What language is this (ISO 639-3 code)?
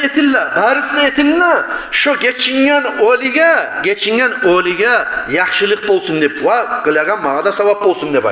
kum